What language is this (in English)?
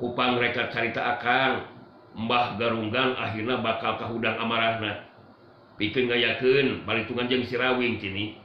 Sundanese